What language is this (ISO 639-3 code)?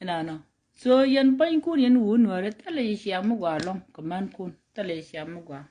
nus